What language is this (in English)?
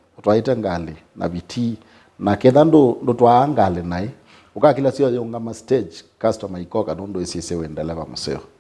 Kamba